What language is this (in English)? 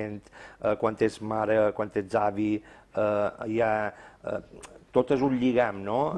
Catalan